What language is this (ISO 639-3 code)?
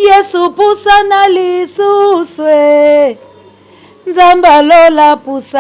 lin